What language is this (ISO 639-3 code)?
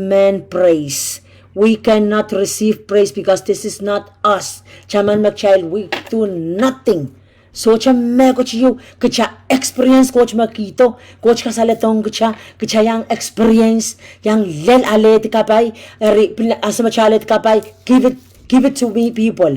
pon